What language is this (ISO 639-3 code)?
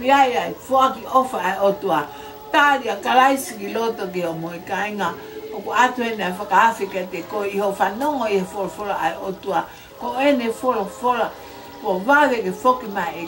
ton